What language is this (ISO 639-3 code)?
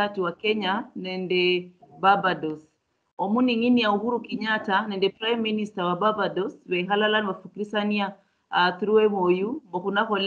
luy